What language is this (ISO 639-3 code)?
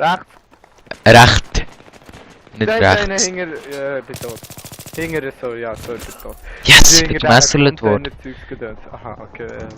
gsw